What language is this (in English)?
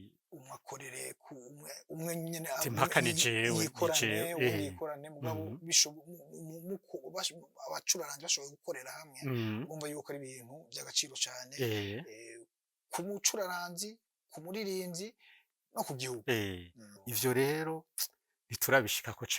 Rundi